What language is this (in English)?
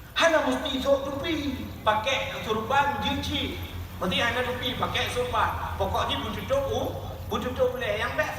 Achinese